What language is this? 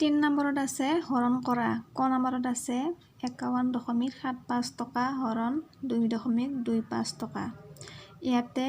Assamese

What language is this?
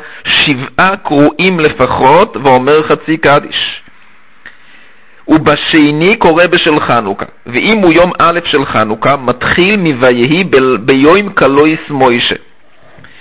Hebrew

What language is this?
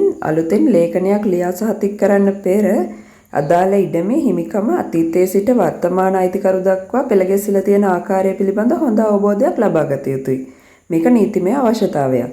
Sinhala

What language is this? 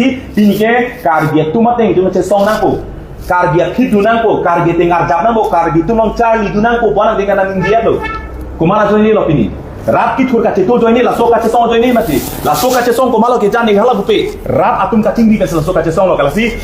Karbi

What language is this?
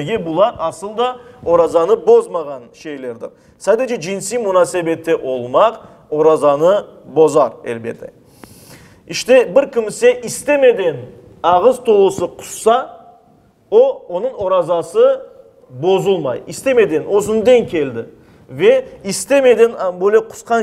Crimean Tatar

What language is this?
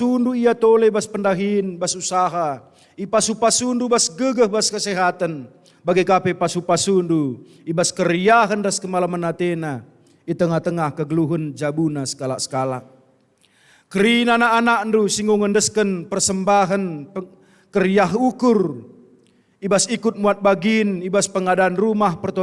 Batak Karo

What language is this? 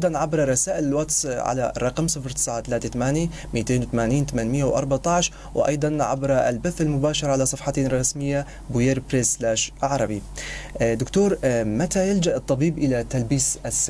North Levantine Arabic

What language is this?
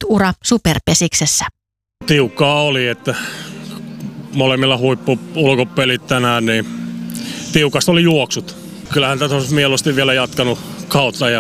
Finnish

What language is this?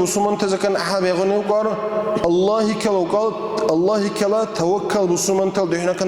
Dargwa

